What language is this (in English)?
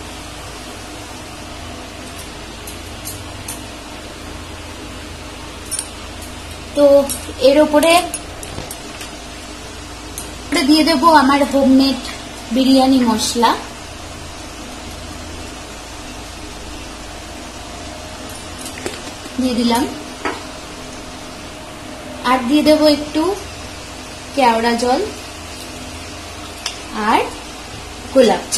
Bangla